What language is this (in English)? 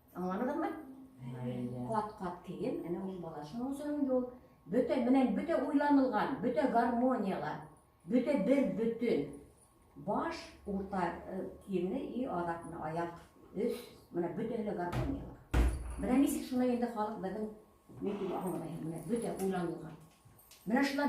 Bashkir